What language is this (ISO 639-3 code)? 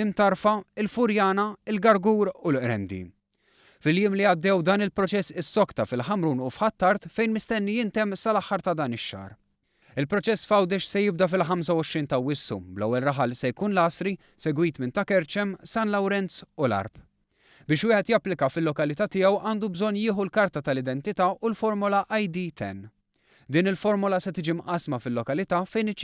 mlt